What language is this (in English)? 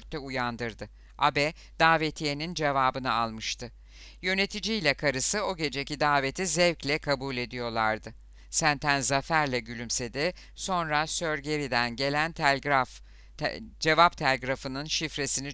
Turkish